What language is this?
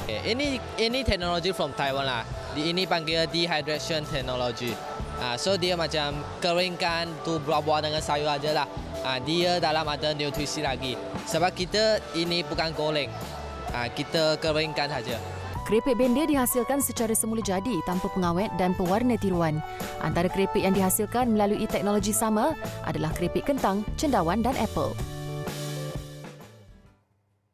Malay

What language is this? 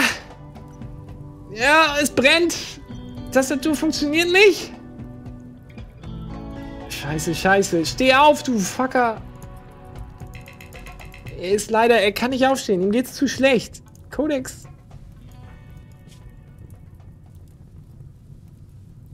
German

